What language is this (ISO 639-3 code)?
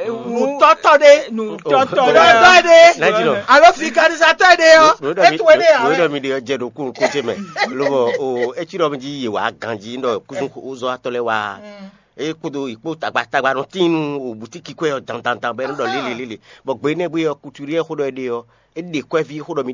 fon